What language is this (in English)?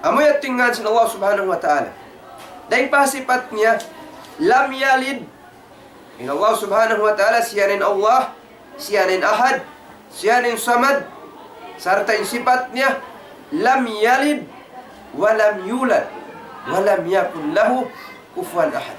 Tausug